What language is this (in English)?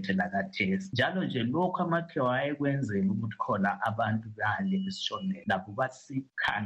North Ndebele